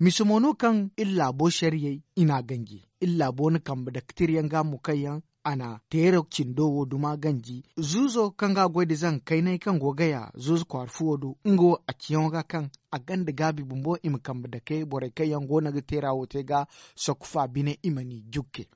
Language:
Zarma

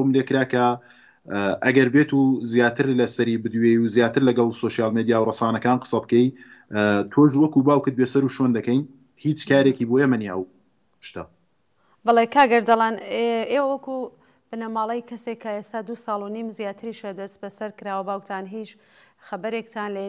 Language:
Central Kurdish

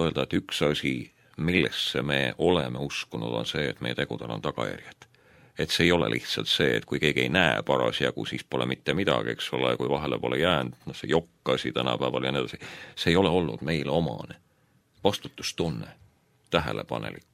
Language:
Estonian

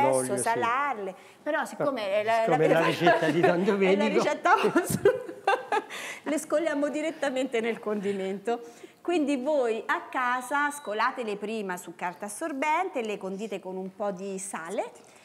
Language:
Italian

